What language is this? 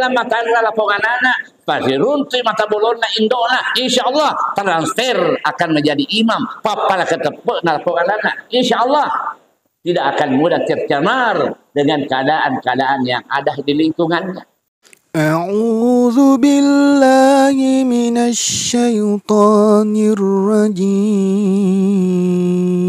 Buginese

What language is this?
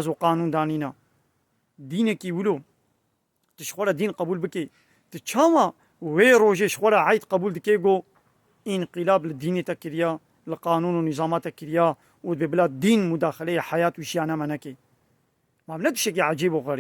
Kurdish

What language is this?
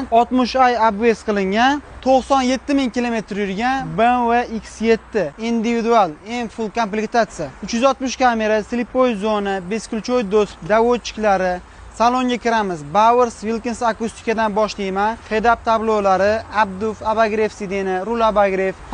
Uzbek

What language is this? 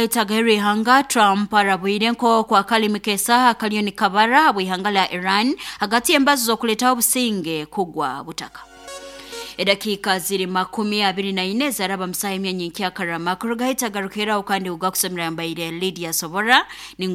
Nyoro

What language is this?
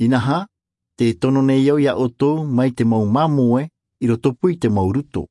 Tahitian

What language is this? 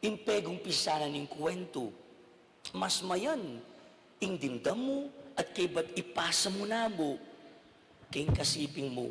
Pampanga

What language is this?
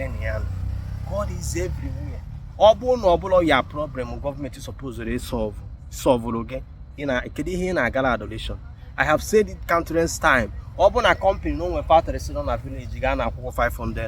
Igbo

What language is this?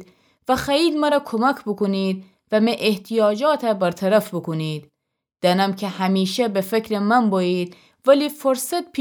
Gilaki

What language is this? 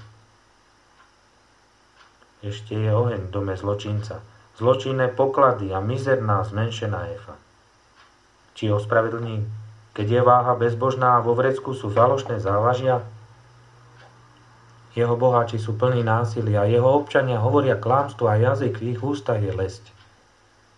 Slovak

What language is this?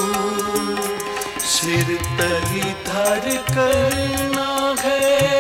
Punjabi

